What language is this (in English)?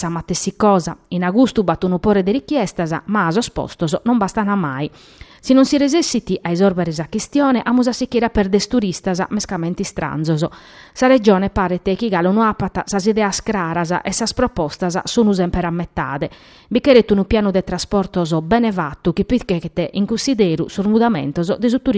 Sardinian